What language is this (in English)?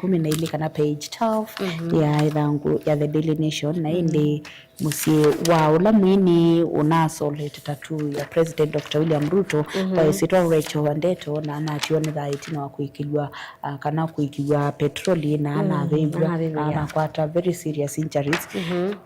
Kamba